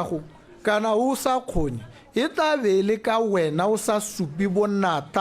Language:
Tswana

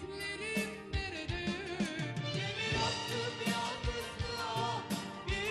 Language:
Turkish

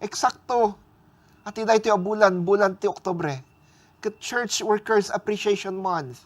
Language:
Iloko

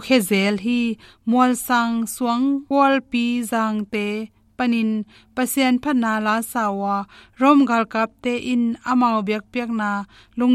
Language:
Tedim Chin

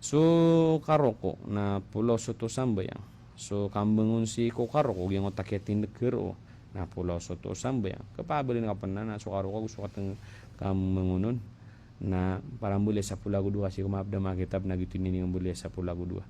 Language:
Maranao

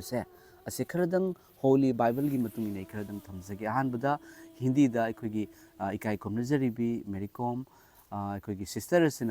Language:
Manipuri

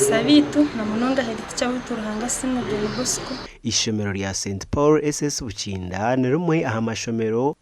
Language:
Nyankole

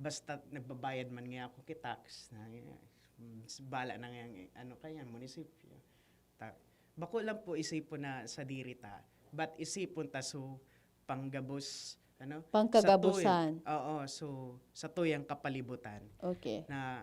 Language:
Bikol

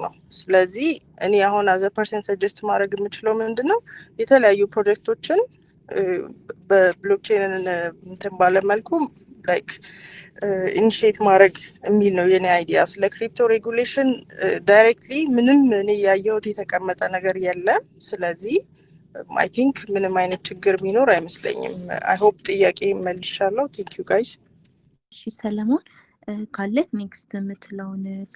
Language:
Amharic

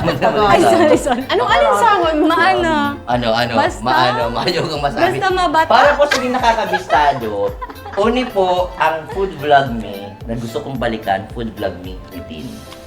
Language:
Bikol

